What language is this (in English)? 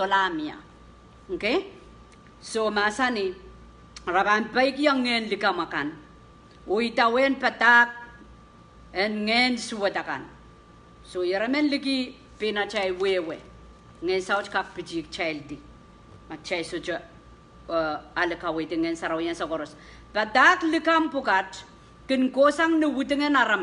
Pohnpeian